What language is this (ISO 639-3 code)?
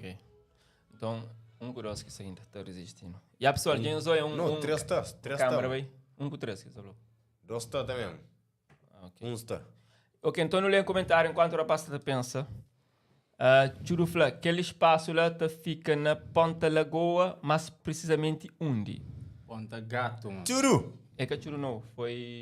kea